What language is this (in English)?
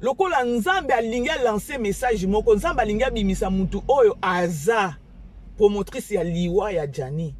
Lingala